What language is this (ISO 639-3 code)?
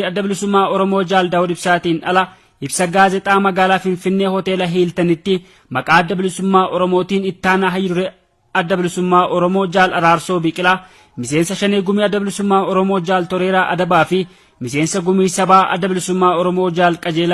orm